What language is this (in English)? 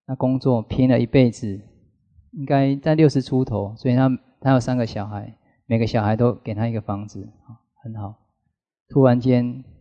Chinese